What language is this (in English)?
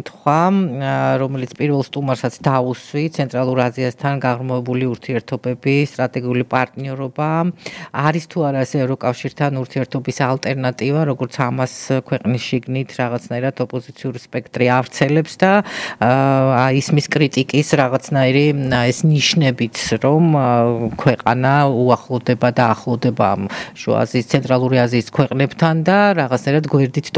Georgian